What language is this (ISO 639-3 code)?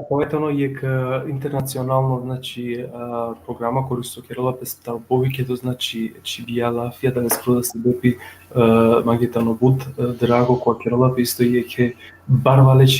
rmn